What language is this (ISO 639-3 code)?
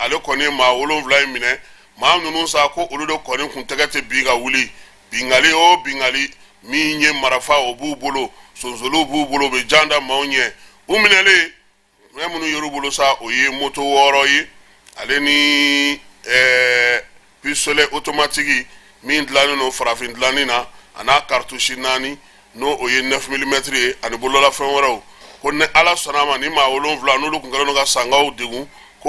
bam